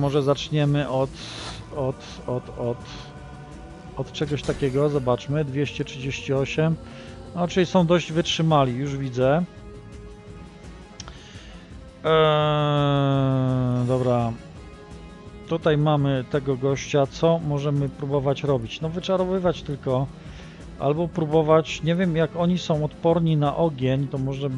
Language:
Polish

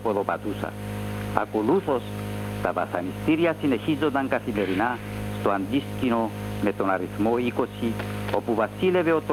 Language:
Greek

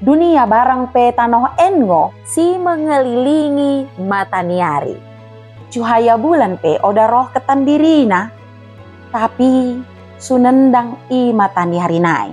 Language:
Batak Dairi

